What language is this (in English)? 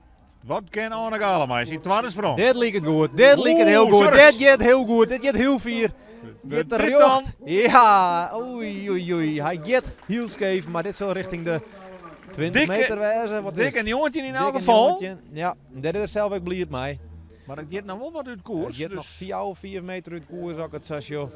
Western Frisian